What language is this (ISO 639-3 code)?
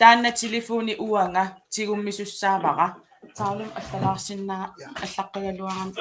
kal